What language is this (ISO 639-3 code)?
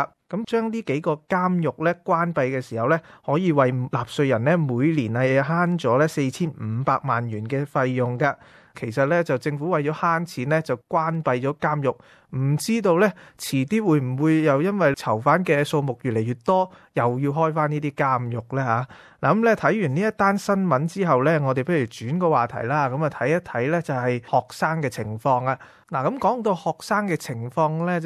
yue